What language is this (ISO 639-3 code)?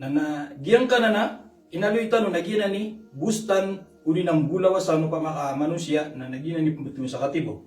mrw